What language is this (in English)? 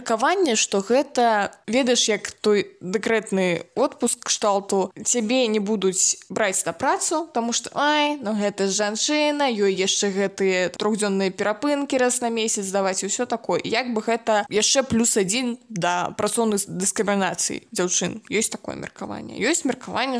Belarusian